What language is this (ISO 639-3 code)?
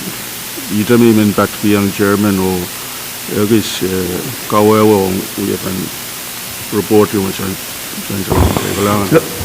pon